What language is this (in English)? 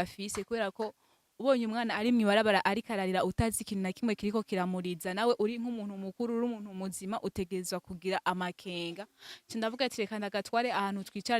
Rundi